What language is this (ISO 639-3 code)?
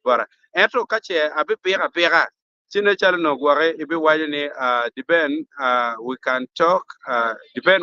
ach